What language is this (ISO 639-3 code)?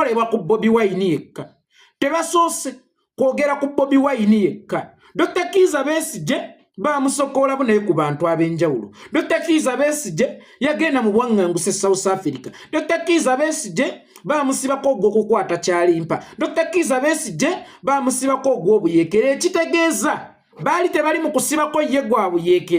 lug